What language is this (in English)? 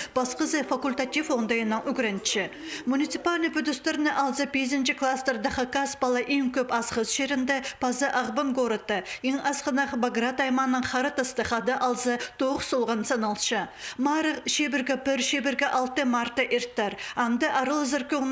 Khakas